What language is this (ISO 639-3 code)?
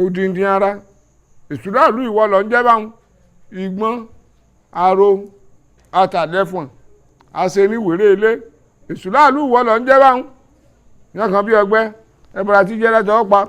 yor